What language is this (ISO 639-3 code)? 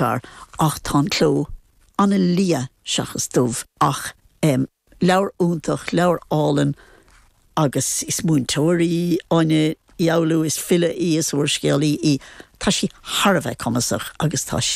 gle